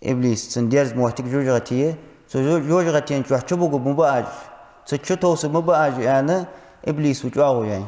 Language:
Ingush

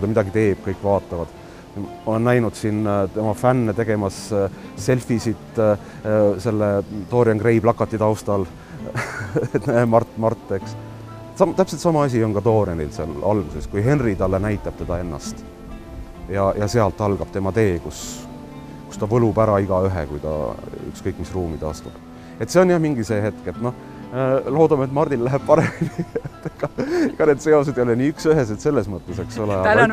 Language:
Estonian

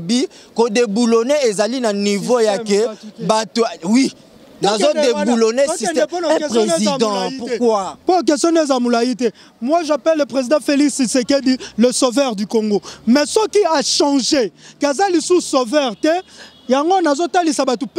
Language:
Lingala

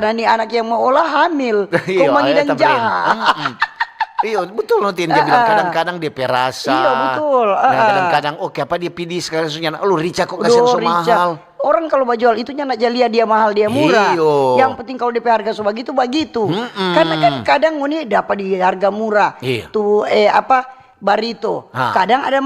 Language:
Manado Malay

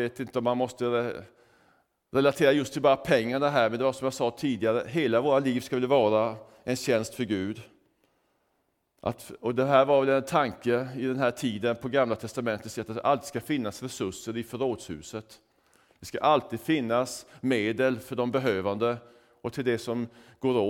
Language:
Swedish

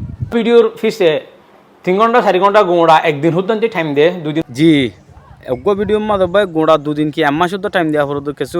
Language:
Rohingya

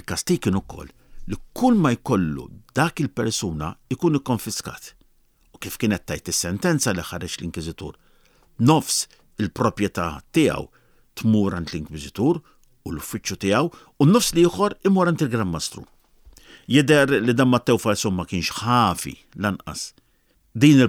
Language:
Maltese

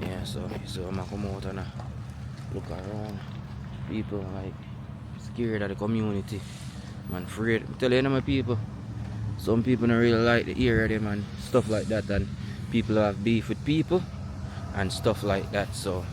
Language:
Jamaican Creole English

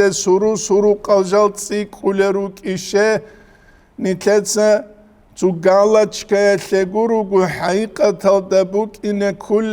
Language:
Avaric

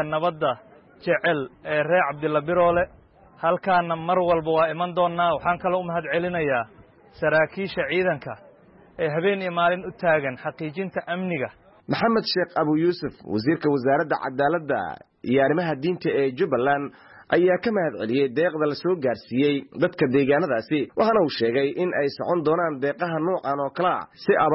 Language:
Somali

